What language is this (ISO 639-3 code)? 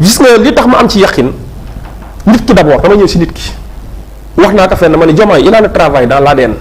wol